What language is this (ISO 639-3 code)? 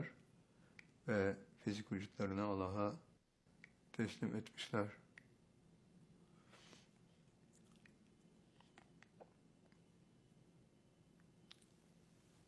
tur